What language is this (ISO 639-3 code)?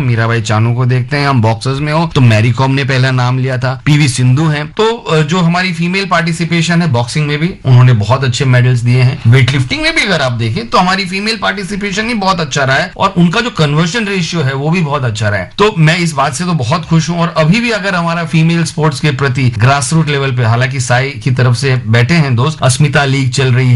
hin